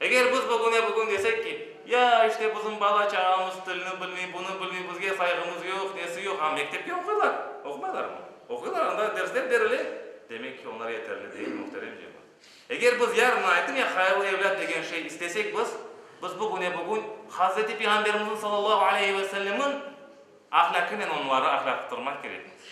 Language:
Crimean Tatar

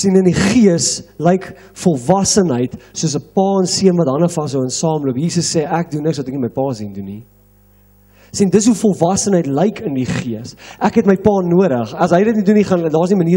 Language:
Afrikaans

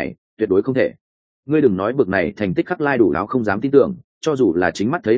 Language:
Vietnamese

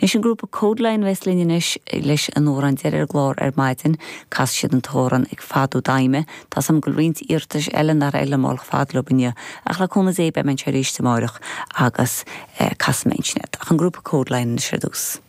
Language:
Irish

